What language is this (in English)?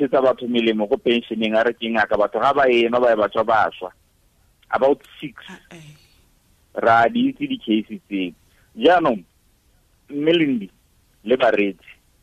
Tswana